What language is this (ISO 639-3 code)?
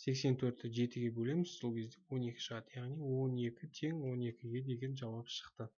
kaz